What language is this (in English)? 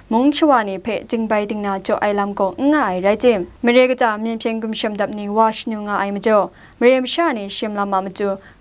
Kachin